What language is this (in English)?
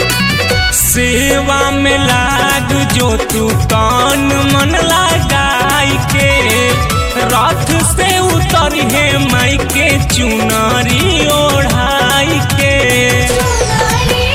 Bhojpuri